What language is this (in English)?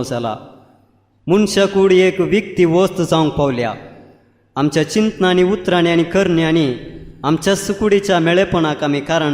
Konkani